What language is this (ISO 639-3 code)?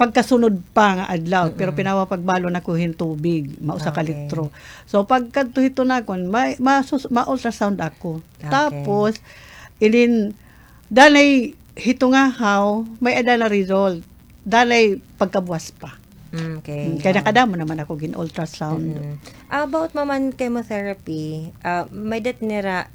war